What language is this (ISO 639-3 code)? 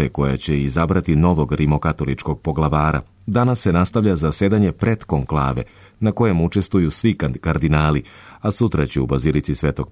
srp